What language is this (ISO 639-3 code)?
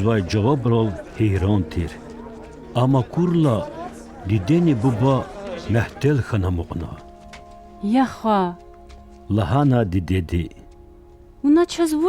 lez